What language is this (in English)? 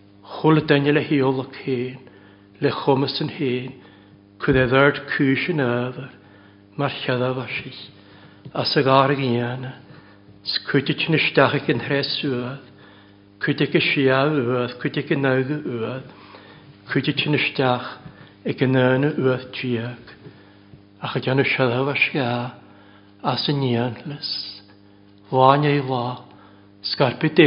Welsh